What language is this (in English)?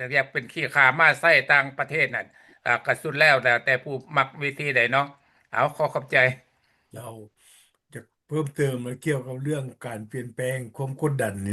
Lao